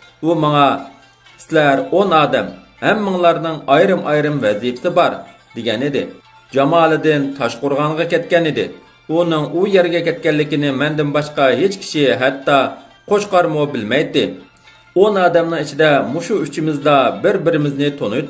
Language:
Uyghur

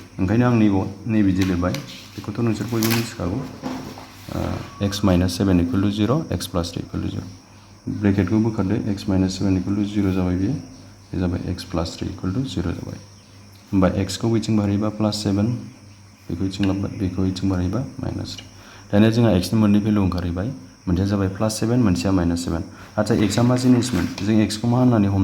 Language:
Bodo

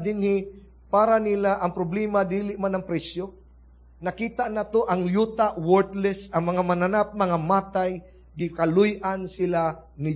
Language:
Cebuano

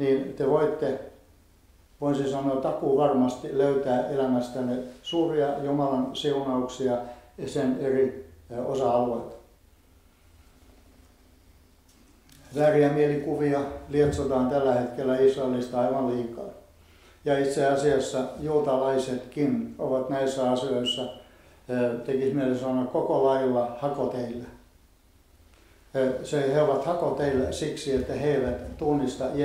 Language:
Finnish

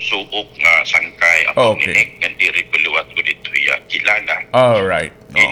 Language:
Waray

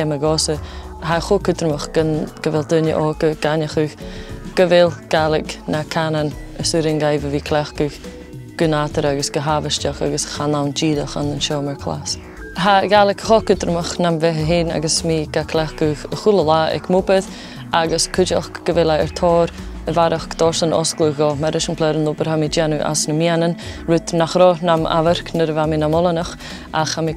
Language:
Scottish Gaelic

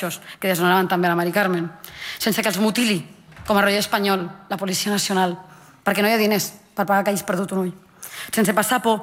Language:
Catalan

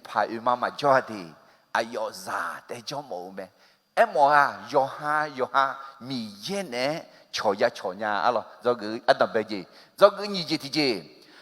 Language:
Akha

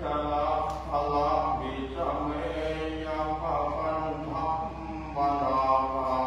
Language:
Pali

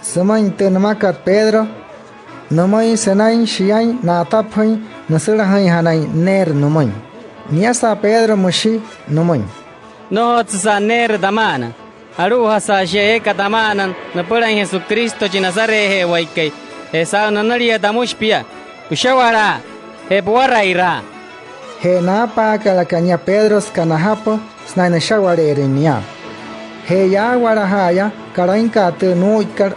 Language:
Wayuu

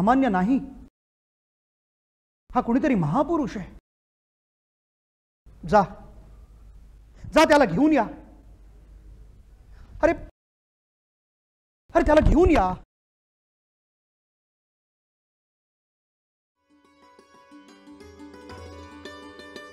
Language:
Marathi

